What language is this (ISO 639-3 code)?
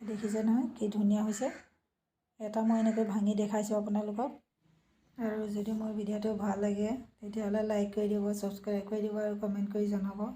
asm